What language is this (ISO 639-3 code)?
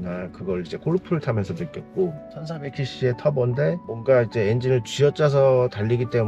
kor